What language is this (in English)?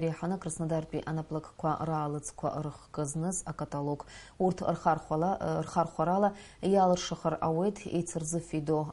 Abkhazian